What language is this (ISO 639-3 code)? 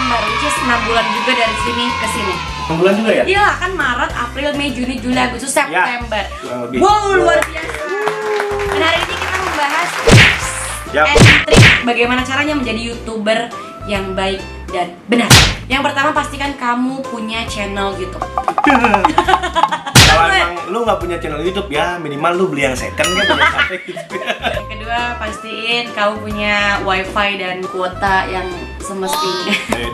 ind